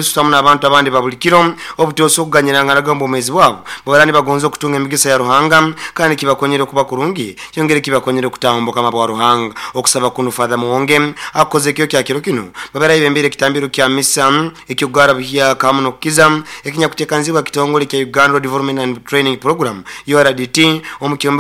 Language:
Nyoro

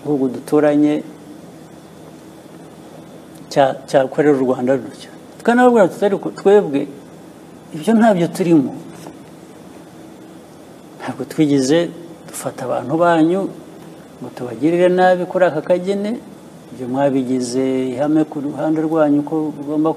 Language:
Kinyarwanda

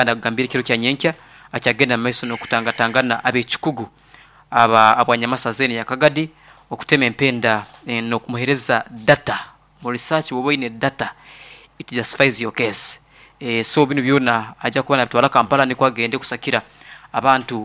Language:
Nyoro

